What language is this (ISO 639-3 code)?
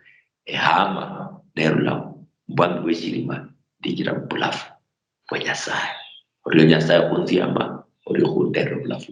luy